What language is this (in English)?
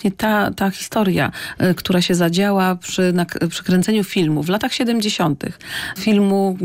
Polish